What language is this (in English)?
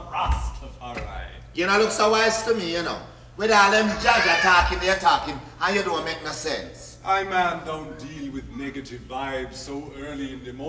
Jamaican Creole English